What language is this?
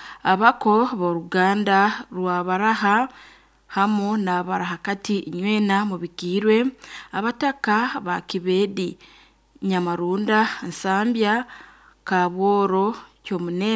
Nyoro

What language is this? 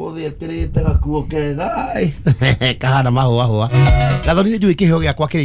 Kikuyu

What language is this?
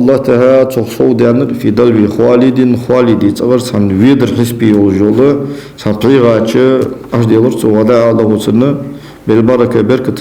Ingush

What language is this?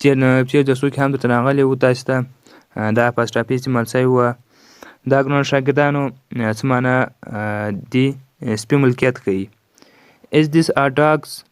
Pashto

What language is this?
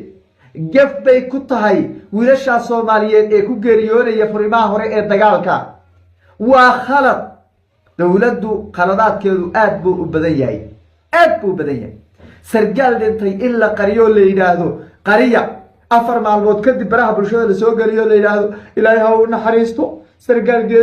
Somali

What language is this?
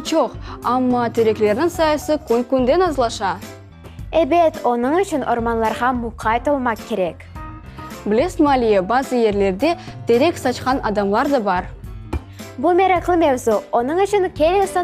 Crimean Tatar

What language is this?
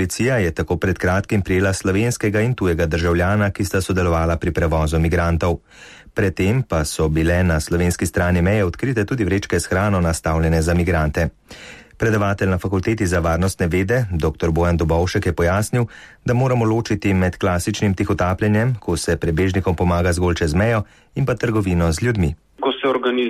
Slovenian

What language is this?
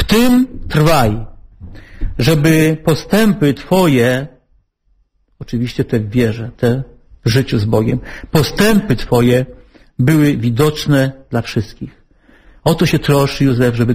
Polish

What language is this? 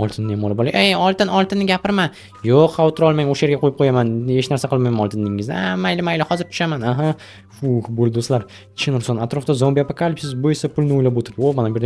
Uzbek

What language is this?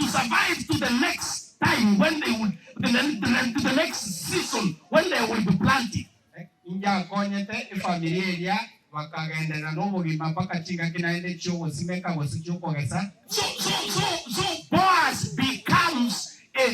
Gusii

